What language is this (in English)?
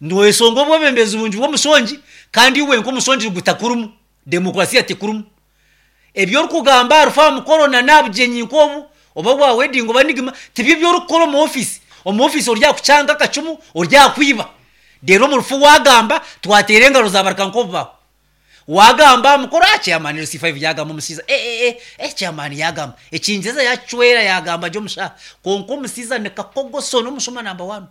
Nyankole